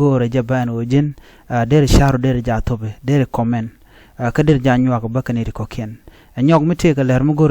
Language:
Nuer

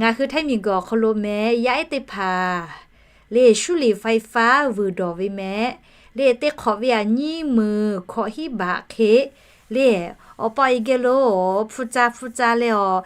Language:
Lahu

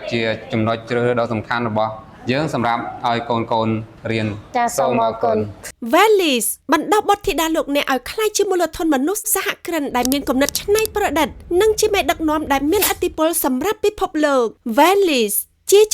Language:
Khmer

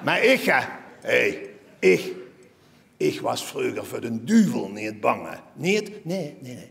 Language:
Limburgish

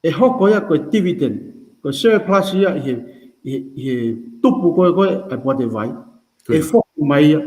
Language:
Tongan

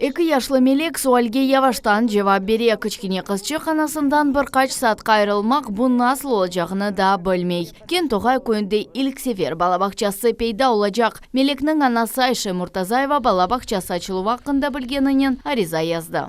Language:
Crimean Tatar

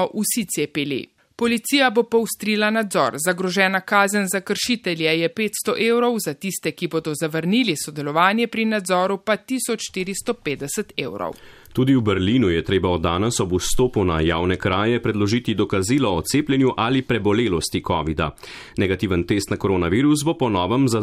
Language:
Slovenian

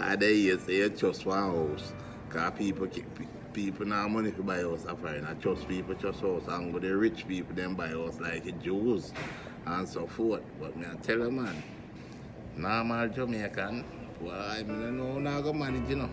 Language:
Jamaican Creole English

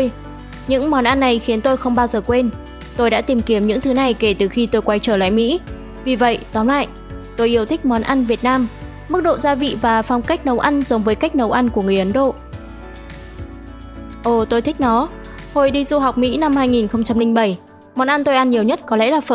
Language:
Vietnamese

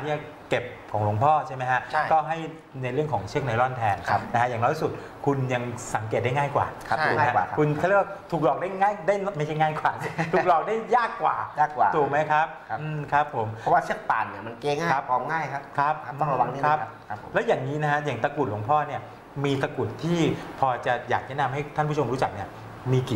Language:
Thai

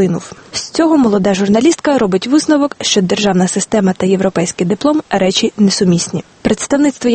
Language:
Ukrainian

